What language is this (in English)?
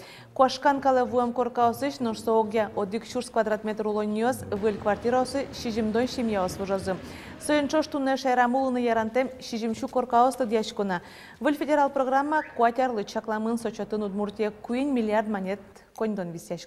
Udmurt